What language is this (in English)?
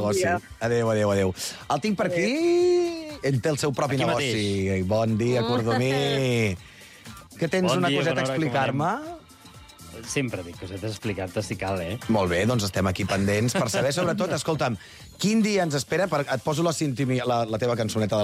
Catalan